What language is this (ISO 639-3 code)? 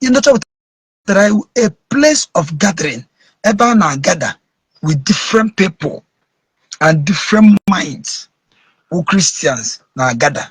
ibo